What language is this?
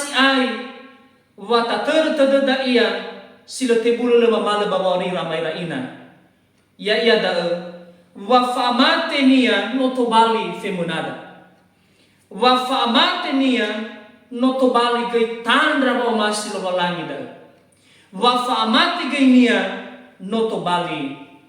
Nias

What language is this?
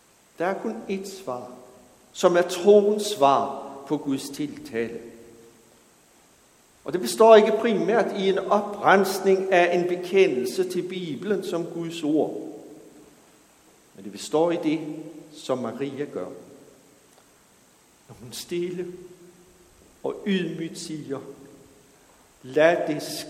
Danish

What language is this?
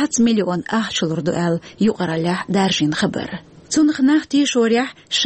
Chechen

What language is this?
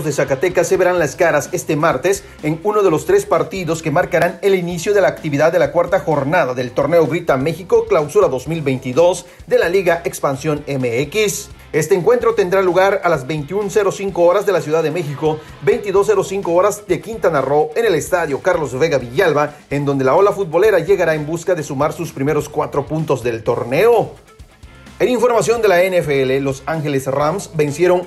Spanish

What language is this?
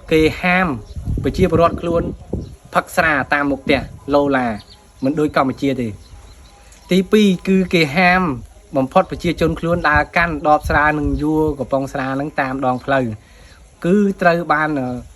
Khmer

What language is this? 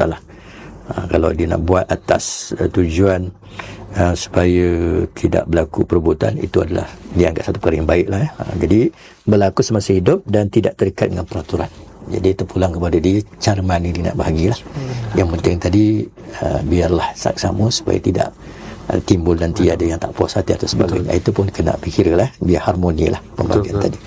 Malay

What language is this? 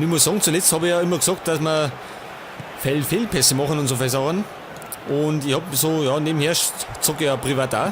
Bavarian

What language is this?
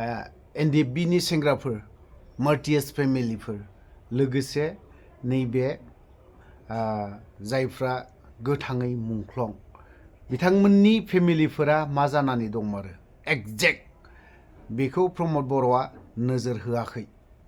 Bodo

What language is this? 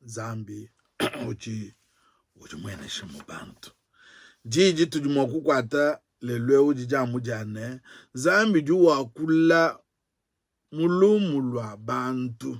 Luba-Lulua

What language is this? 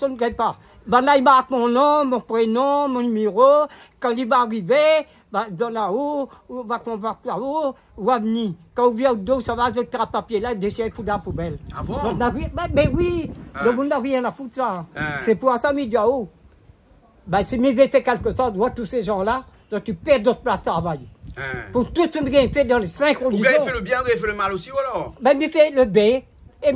Réunion Creole French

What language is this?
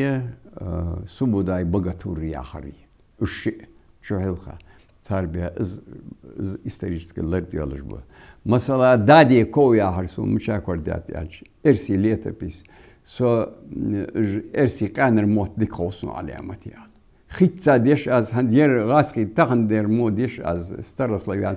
Ingush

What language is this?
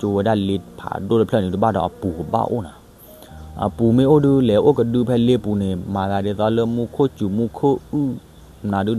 S'gaw Karen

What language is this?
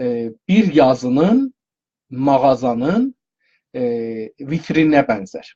South Azerbaijani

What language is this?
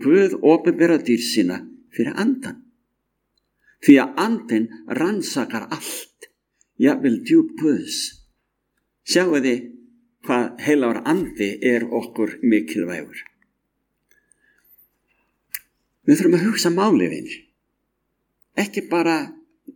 Icelandic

